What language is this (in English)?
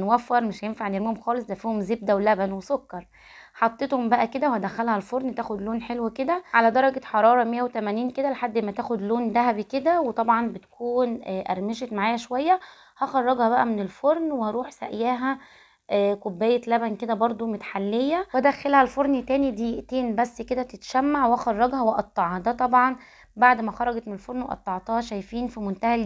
Egyptian Arabic